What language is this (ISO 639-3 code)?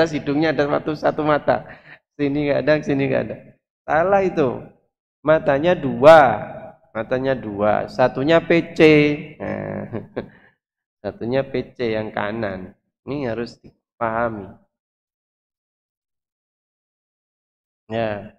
ind